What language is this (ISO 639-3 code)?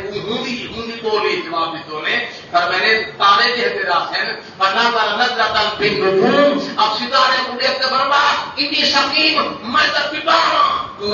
skr